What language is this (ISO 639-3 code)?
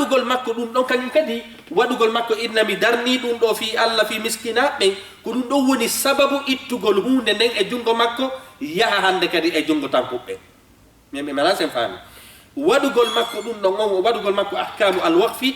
ful